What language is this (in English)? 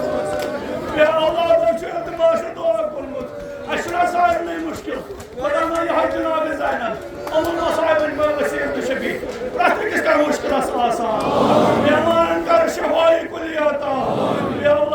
Kashmiri